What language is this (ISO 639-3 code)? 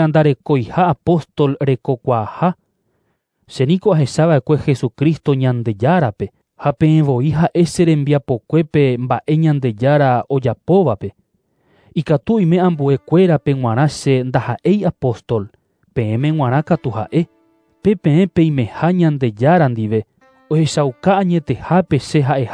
grn